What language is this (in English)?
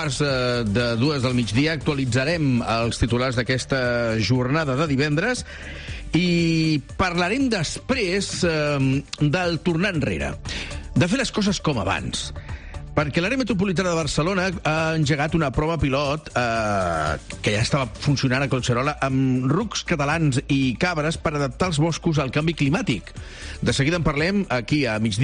Catalan